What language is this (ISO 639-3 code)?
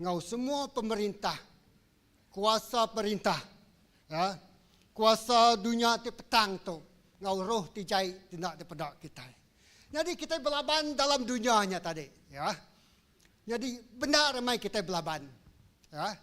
iba